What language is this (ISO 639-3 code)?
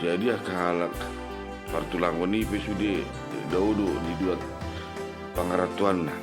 bbc